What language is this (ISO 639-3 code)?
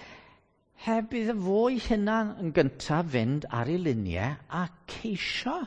cym